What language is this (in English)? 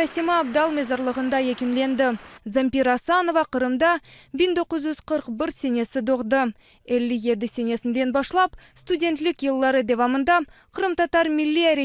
Crimean Tatar